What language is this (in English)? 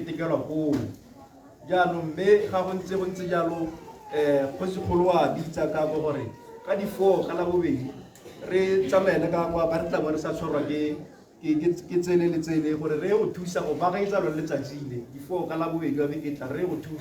Tswana